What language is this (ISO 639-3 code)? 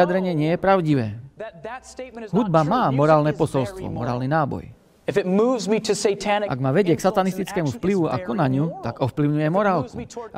slk